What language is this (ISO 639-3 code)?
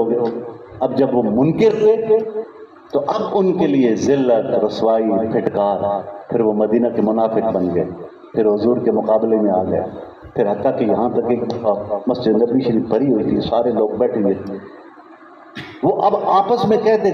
urd